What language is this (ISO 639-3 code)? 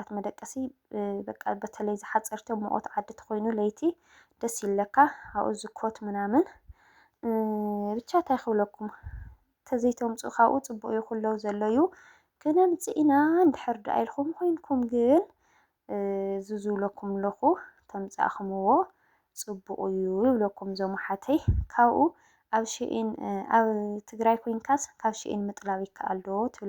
tir